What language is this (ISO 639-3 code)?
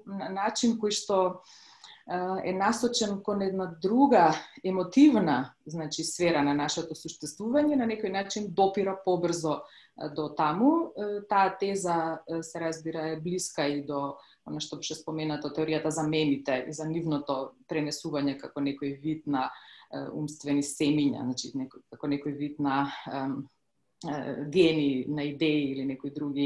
mkd